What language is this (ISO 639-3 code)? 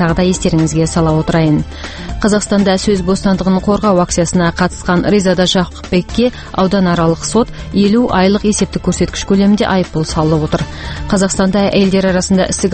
kaz